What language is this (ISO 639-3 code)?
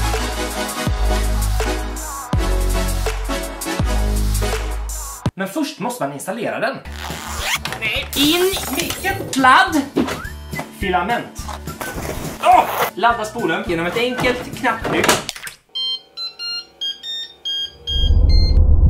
swe